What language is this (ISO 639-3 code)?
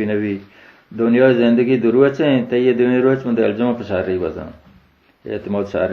bal